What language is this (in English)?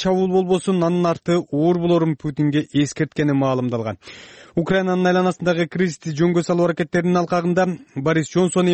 Kyrgyz